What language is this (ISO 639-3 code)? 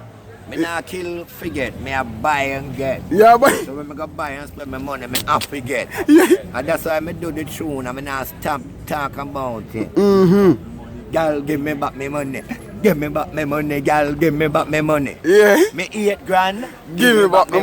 jam